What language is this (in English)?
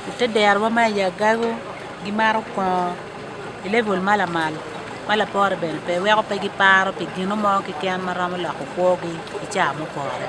Acoli